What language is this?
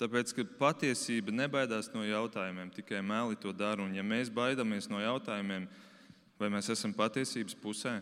Latvian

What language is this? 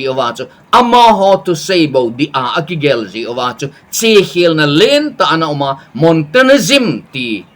Thado Chin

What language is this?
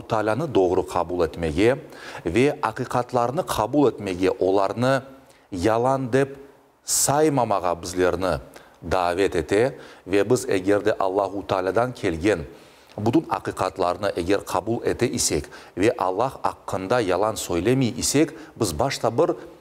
Crimean Tatar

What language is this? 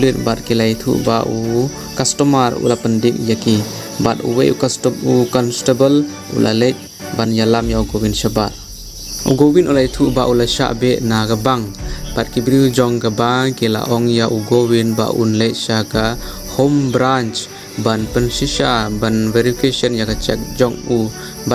Khasi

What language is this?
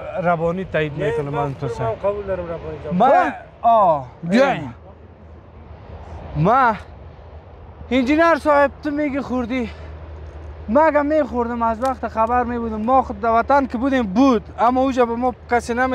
Persian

